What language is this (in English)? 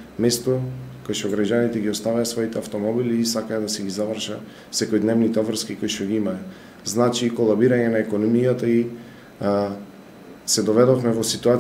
Macedonian